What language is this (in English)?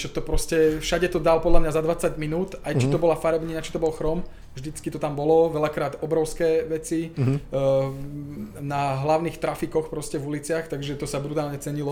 Slovak